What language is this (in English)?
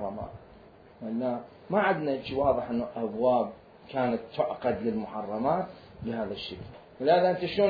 Mesopotamian Arabic